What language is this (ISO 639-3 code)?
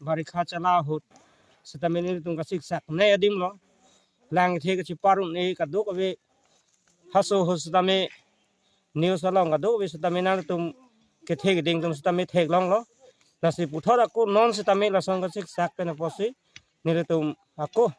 mjw